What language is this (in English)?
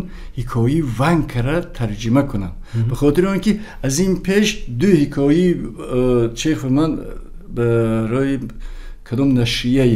Tajik